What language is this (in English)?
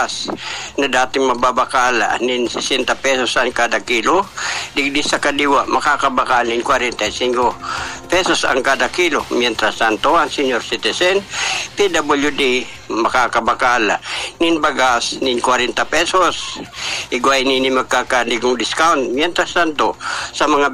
Bikol